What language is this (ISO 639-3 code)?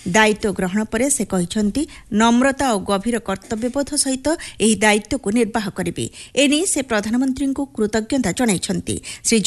ori